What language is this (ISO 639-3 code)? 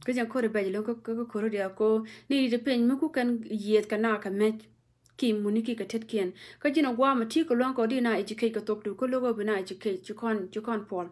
nus